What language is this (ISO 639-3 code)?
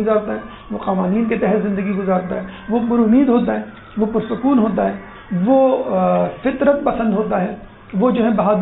urd